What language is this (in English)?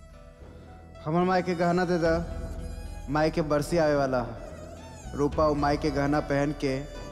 Bhojpuri